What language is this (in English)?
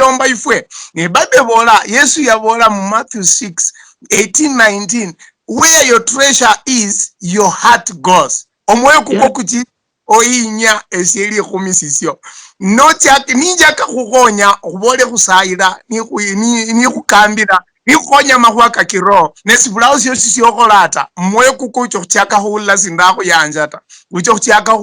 Luyia